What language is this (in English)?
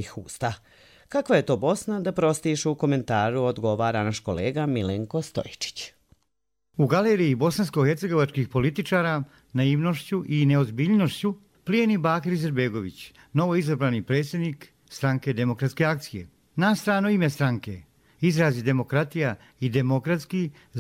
Bosnian